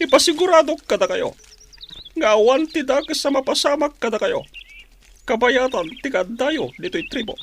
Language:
Iloko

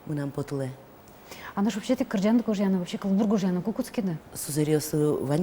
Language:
Udmurt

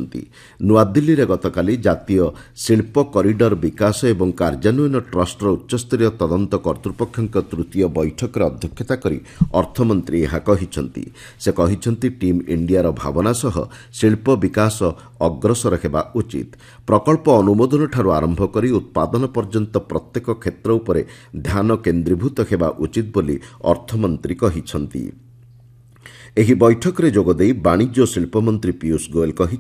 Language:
Odia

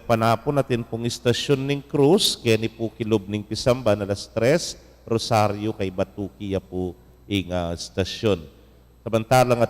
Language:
Pampanga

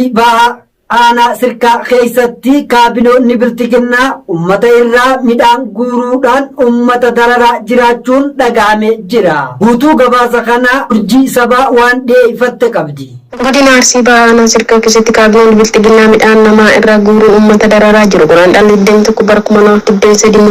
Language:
Oromo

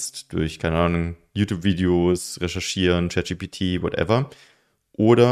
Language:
German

